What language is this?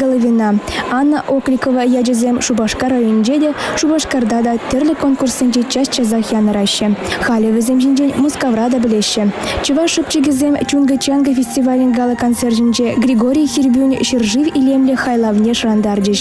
Chuvash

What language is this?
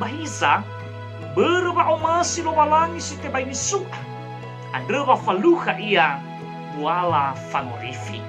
Nias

